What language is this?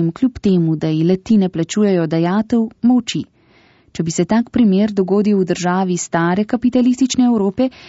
Slovenian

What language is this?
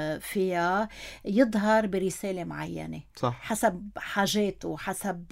North Levantine Arabic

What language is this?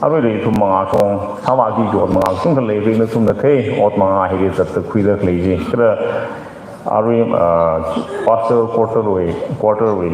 Tangkhul Naga (India)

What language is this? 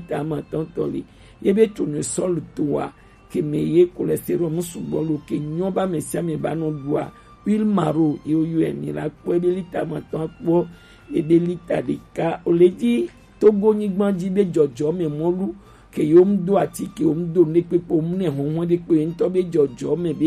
Gen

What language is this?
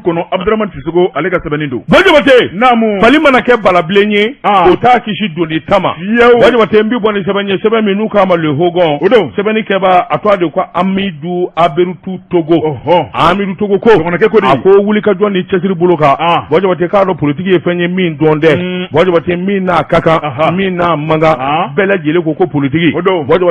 Bambara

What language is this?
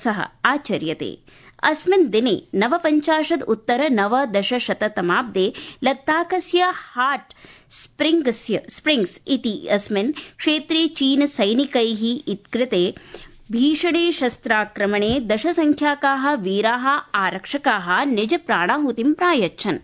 Sanskrit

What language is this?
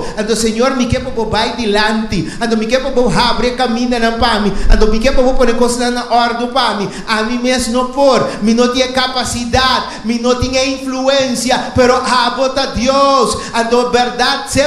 Papiamento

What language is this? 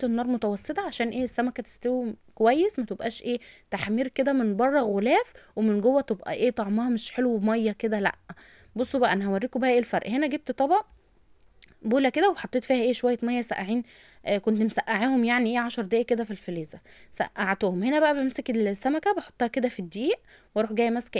Egyptian Arabic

